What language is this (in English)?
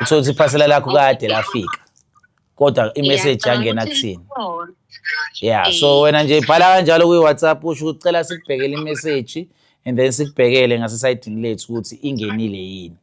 Zulu